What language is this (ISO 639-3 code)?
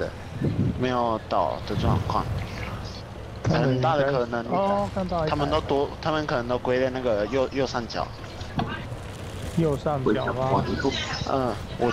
zho